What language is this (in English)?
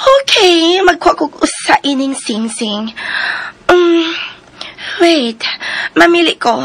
Cebuano